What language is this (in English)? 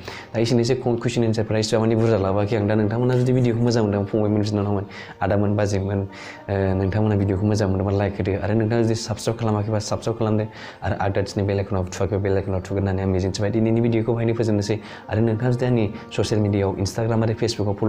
Bodo